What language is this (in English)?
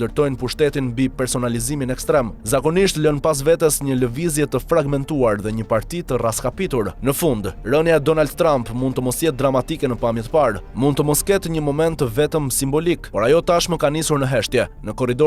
Albanian